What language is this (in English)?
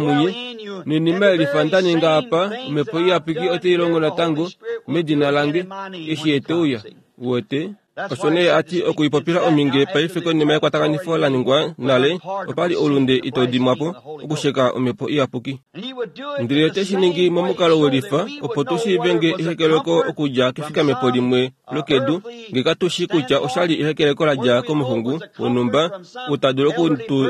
Kuanyama